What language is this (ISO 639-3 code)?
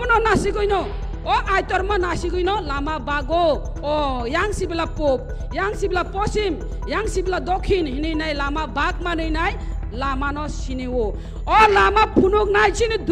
trp